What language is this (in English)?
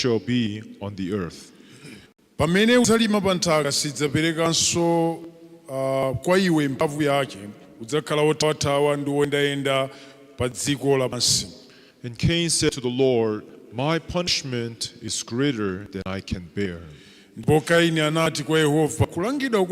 Nyanja